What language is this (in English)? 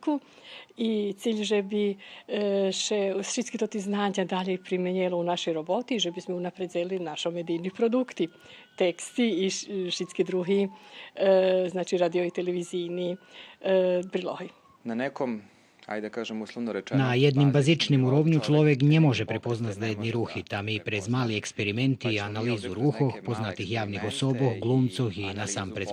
Rusyn